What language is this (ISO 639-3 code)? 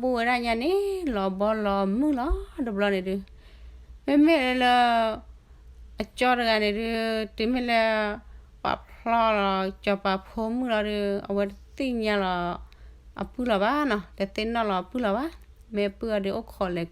ksw